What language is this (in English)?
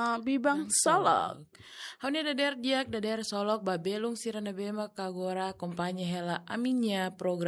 Tetum